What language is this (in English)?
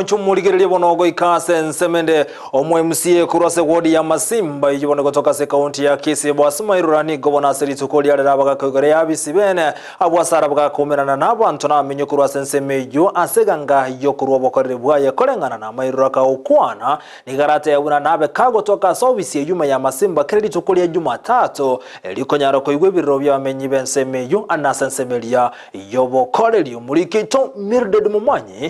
Gusii